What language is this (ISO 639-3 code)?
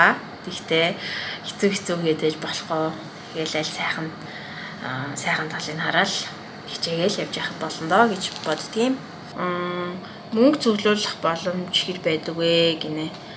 mon